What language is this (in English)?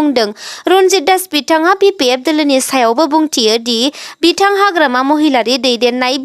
Bodo